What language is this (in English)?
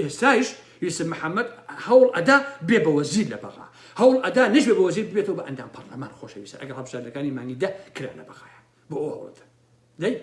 Central Kurdish